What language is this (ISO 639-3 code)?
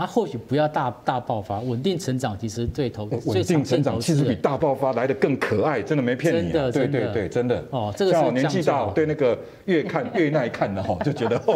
zho